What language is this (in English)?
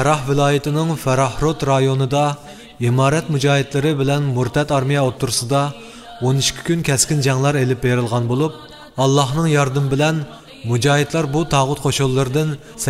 Uyghur